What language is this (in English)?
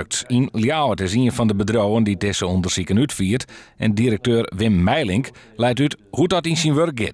Western Frisian